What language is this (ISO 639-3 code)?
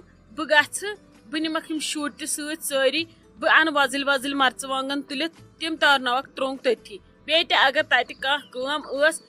kas